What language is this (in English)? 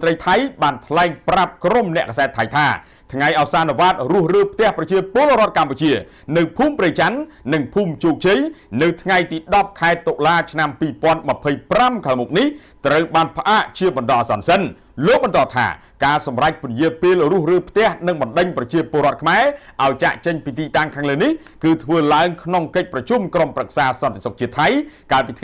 Khmer